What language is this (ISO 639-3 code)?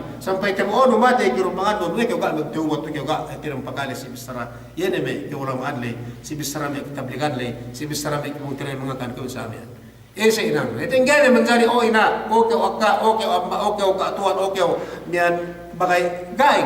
yka